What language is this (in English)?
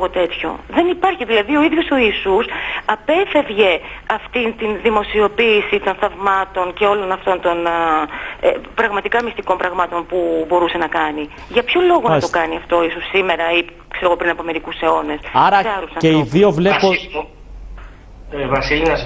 Greek